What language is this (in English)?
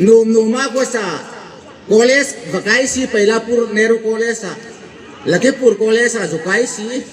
Hmar